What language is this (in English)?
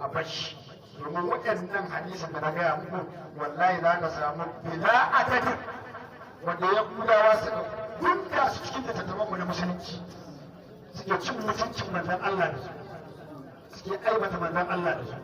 Hausa